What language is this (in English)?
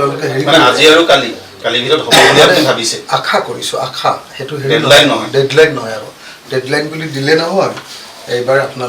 Assamese